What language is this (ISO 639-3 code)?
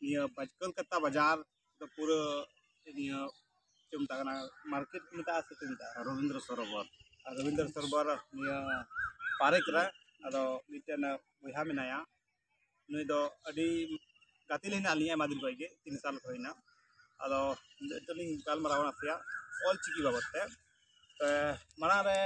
sat